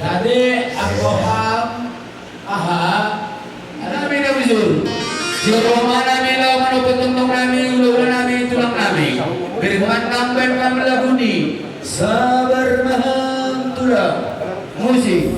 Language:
Batak Simalungun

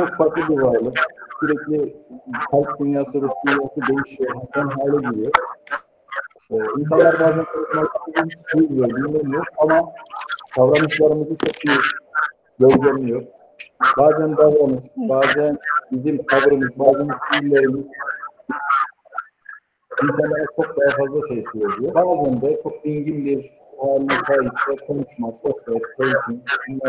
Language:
Turkish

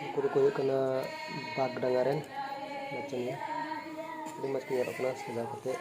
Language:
Santali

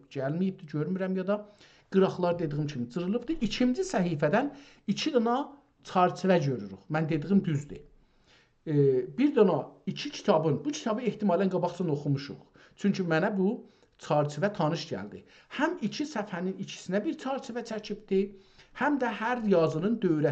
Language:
South Azerbaijani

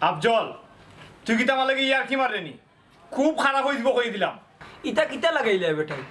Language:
Sylheti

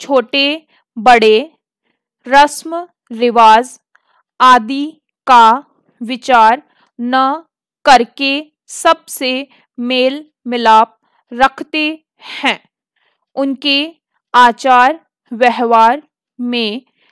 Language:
Hindi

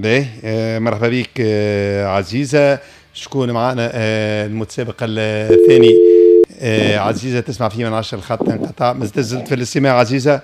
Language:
Tunisian Arabic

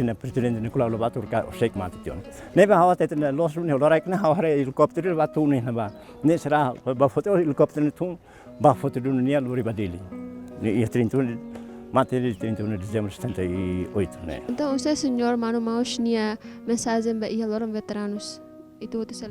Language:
Tetum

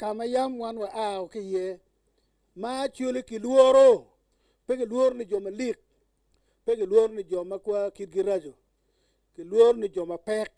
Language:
Acoli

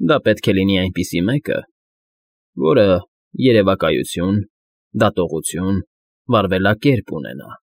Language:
Armenian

